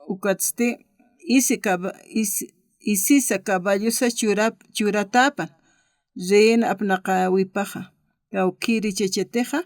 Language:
Aymara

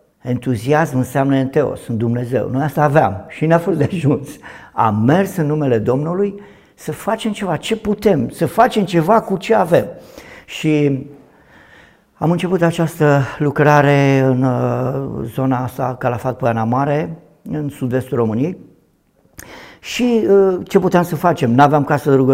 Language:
Romanian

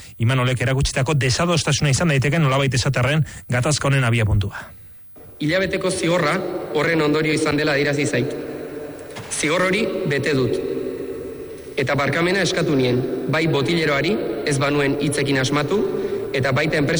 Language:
Basque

